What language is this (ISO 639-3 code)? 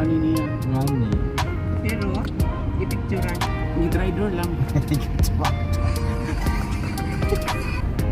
ceb